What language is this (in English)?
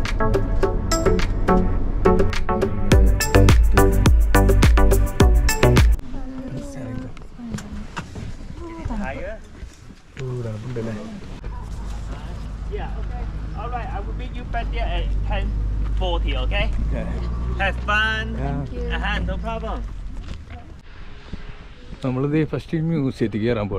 Malayalam